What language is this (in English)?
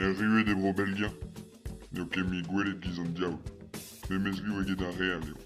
Breton